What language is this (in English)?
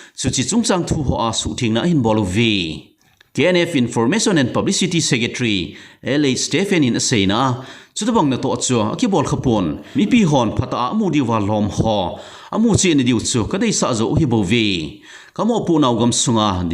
Thado Chin